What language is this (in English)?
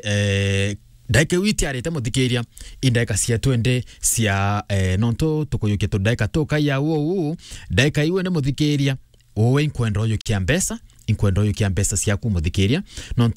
Meru